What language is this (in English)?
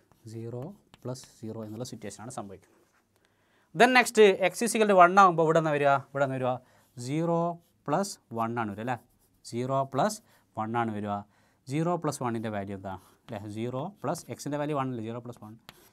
Malayalam